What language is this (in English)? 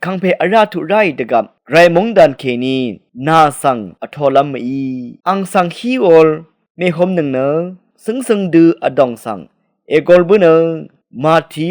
Rawang